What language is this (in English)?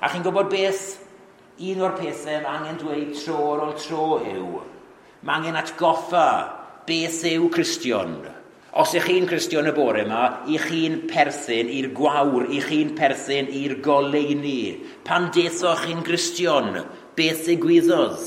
Welsh